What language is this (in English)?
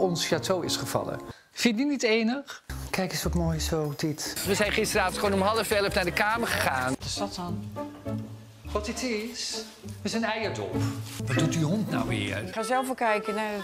Dutch